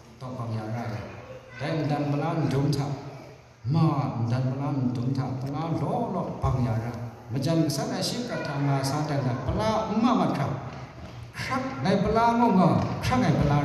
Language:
Kachin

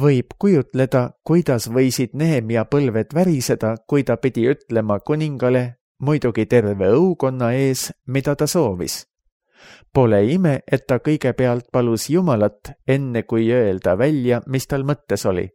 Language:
Estonian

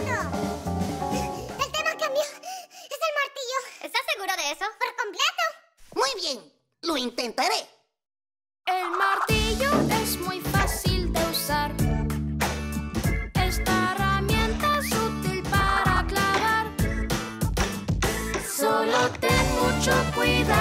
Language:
Spanish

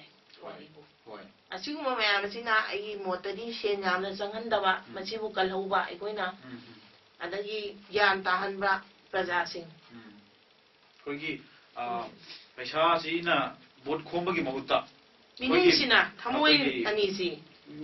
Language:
Manipuri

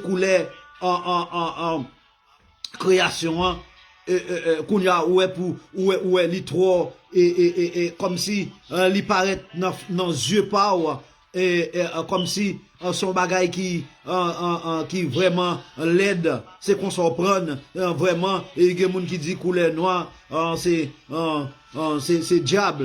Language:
Haitian Creole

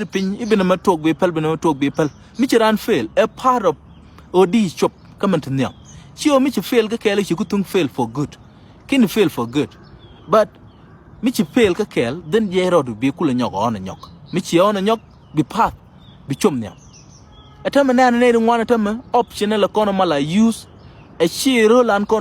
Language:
Nuer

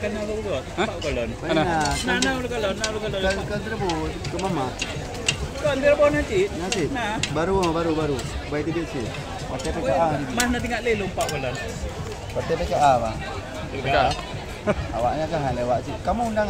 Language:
Achinese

